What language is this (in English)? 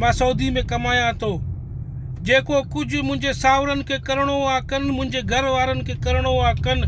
Sindhi